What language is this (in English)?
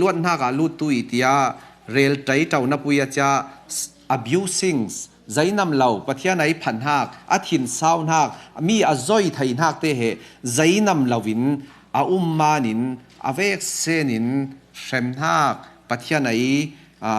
Falam Chin